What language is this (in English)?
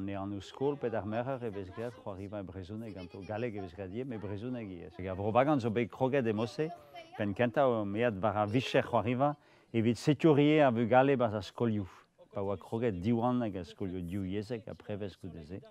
Breton